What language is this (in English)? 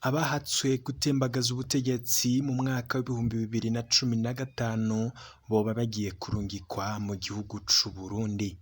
Rundi